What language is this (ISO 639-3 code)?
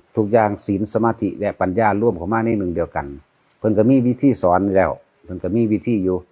tts